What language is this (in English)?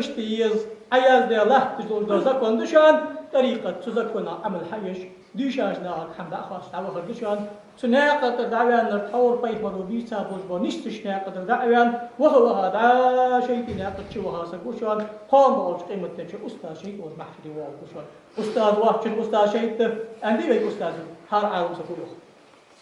Ingush